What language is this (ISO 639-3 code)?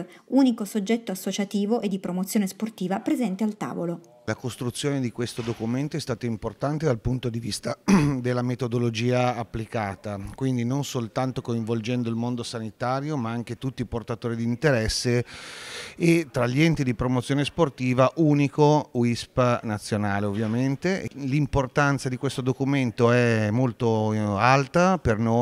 ita